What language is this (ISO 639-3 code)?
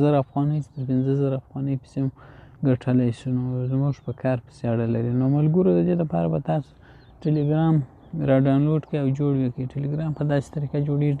pus